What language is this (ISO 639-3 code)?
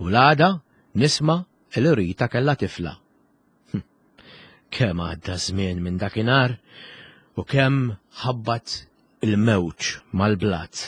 mlt